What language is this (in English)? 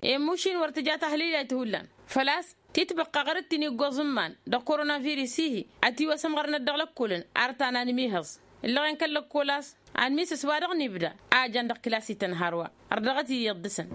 Tamasheq